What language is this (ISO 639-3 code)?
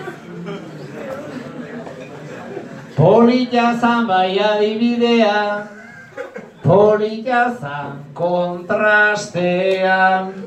eus